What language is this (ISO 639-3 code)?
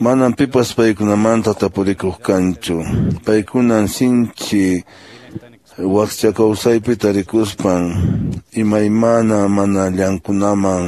que